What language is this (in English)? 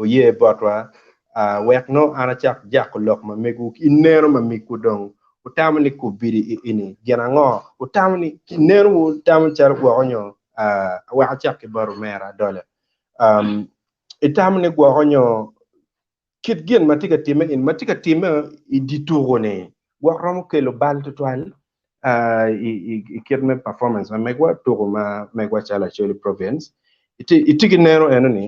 Acoli